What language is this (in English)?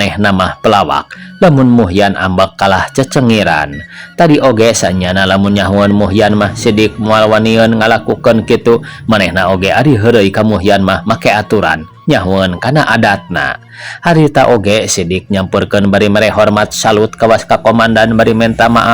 Sundanese